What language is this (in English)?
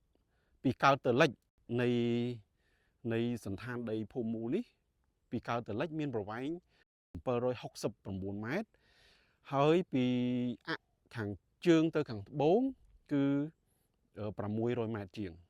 Khmer